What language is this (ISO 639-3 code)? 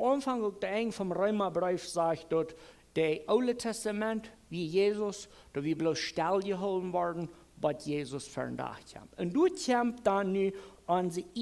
pdt